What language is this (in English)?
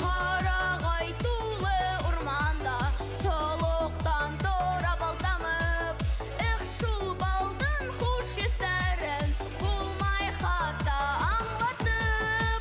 Bashkir